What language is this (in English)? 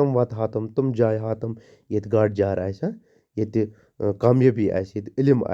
Kashmiri